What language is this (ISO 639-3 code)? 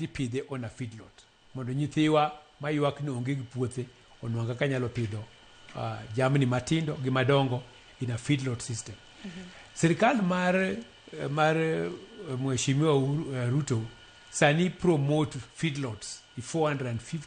luo